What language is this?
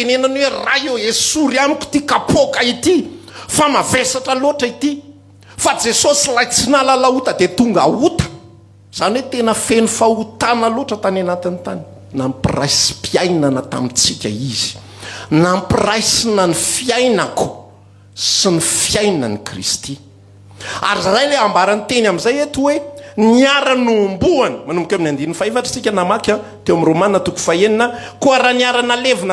Malagasy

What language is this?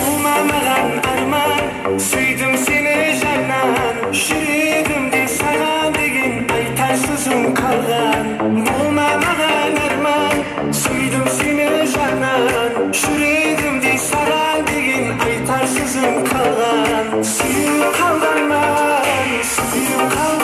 Kara-Kalpak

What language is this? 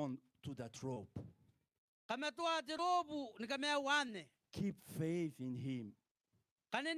Gilbertese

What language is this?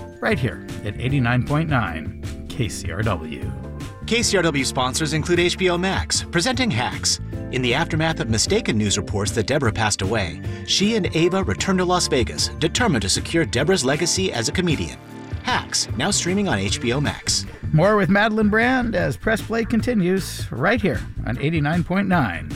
English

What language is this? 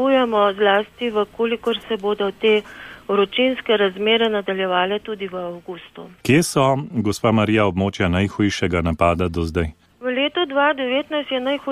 Slovenian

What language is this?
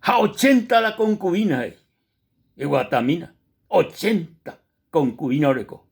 Guarani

